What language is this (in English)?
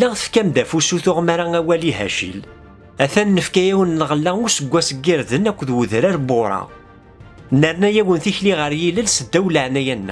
Kabyle